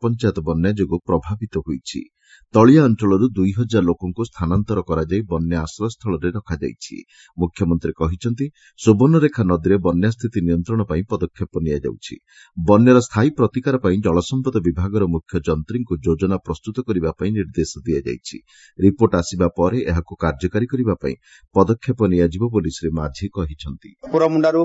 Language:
Odia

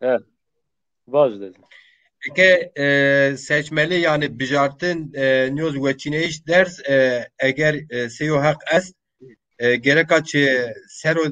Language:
Zaza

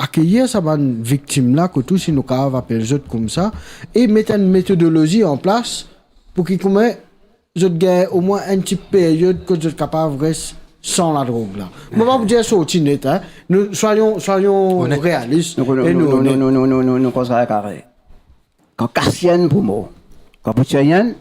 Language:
Morisyen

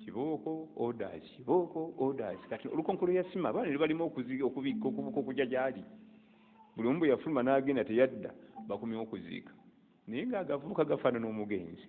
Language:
Ganda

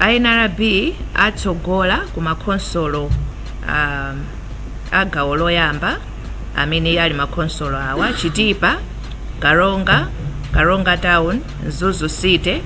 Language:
Nyanja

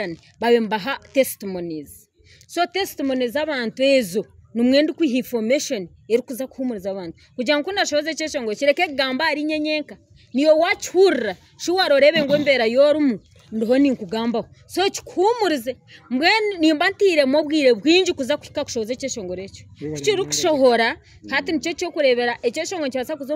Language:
Nyankole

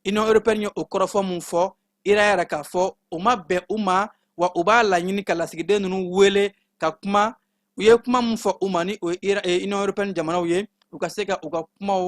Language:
Bambara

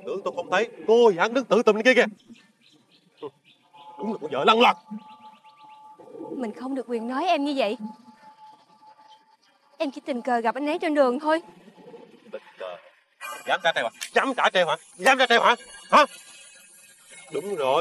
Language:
Vietnamese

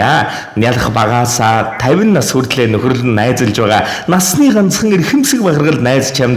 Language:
Mongolian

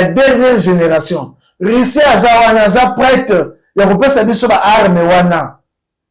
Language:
Lingala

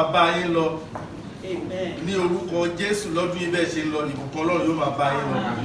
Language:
Yoruba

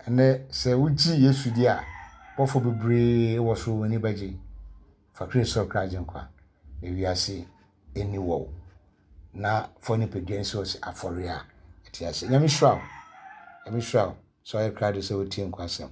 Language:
Akan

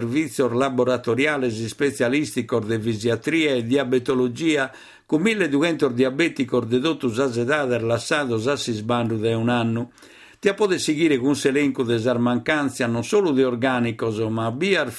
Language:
Sardinian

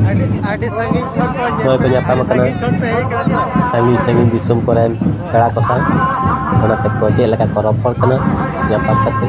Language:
Santali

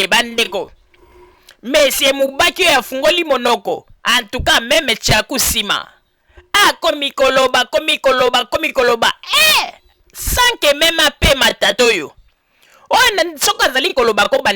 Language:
Lingala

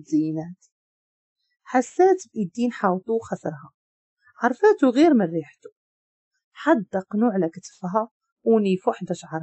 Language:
Moroccan Arabic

